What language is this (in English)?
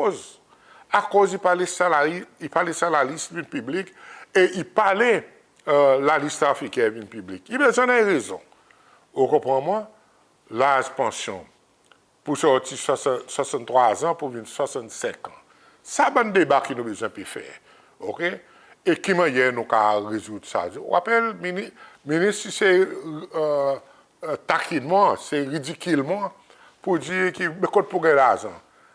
Seselwa Creole French